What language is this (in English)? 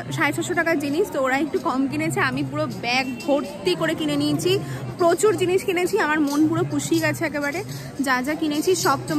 Bangla